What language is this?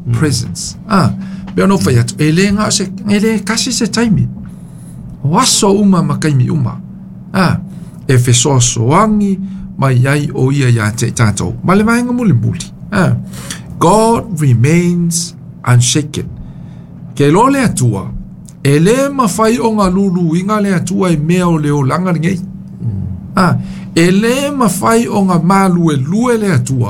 Samoan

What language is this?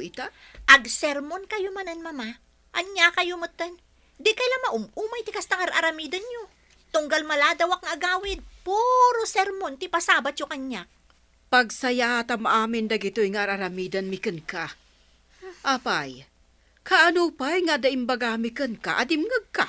Iloko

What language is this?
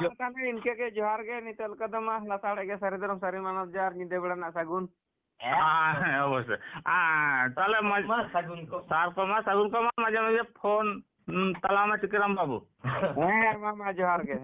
Santali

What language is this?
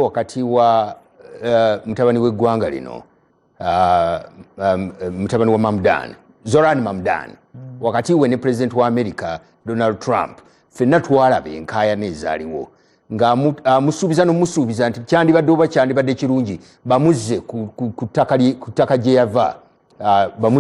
Ganda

